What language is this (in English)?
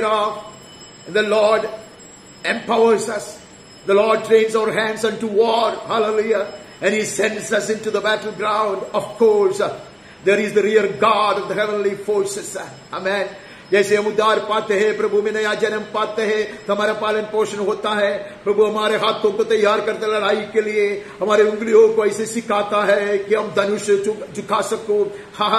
Hindi